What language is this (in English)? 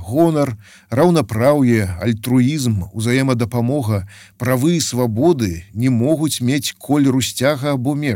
Belarusian